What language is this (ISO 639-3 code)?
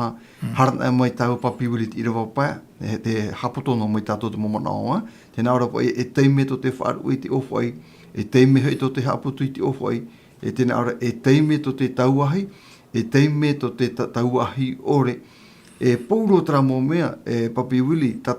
tah